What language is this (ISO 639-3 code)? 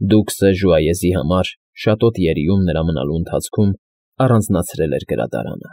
hye